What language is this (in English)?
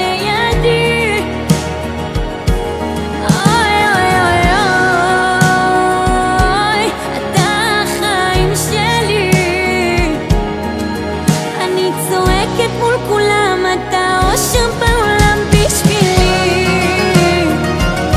Hebrew